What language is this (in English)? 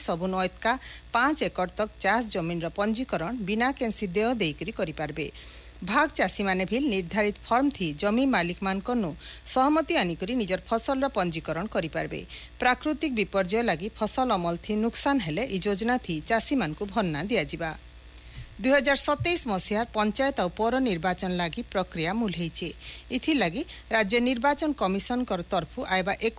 Odia